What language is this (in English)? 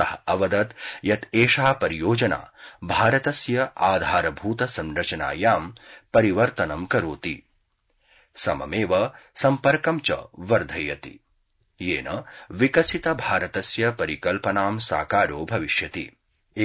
Sanskrit